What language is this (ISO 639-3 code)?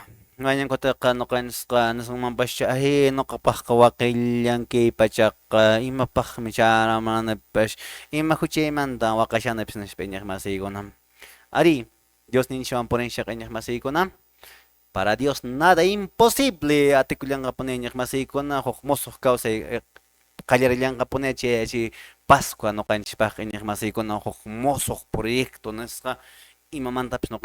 que